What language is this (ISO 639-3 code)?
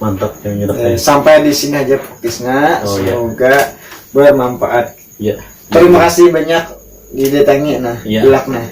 bjn